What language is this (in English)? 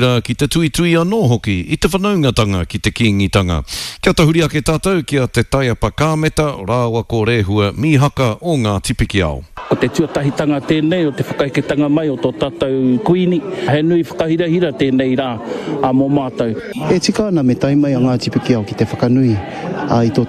Māori